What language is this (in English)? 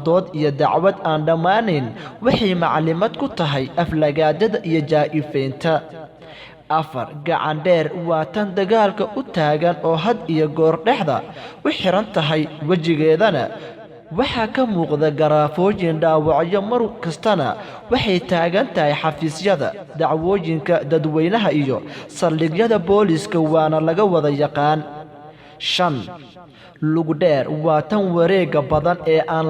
Somali